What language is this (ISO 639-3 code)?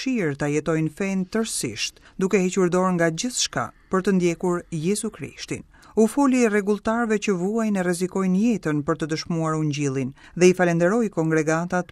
sqi